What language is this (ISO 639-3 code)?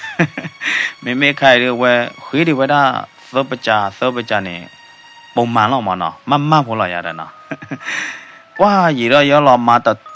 ksw